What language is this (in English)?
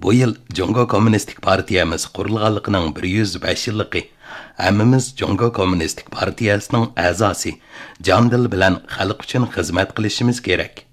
Uyghur